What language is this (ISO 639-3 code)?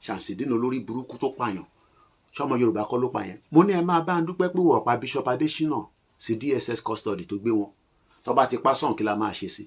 yor